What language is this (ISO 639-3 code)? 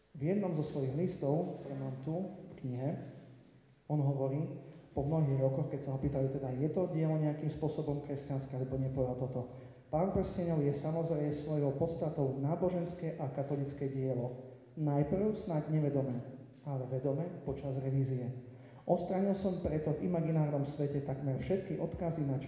slk